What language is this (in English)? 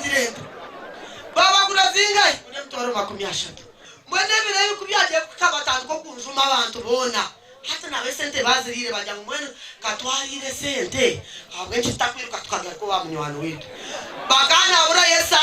Nyankole